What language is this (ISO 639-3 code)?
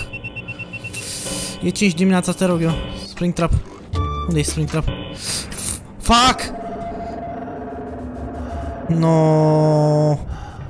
ron